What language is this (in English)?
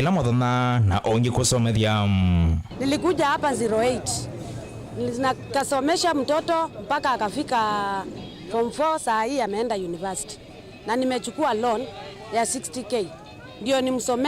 Kamba